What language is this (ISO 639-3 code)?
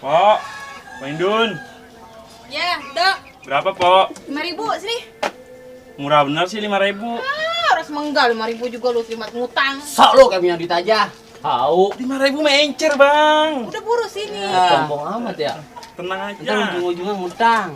bew